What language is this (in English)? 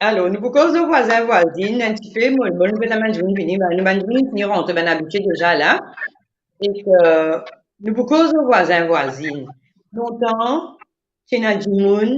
Morisyen